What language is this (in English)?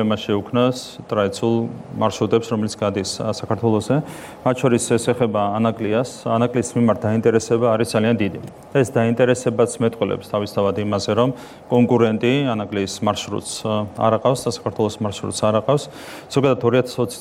Georgian